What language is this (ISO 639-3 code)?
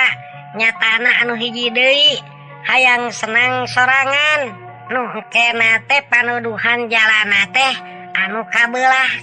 sun